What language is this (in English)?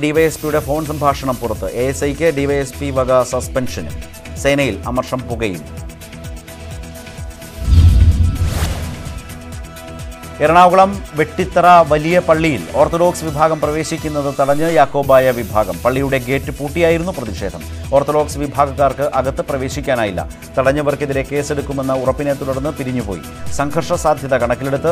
Malayalam